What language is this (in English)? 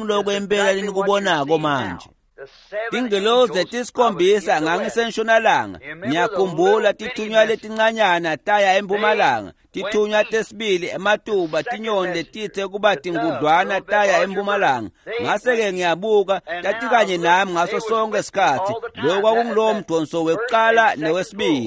Swati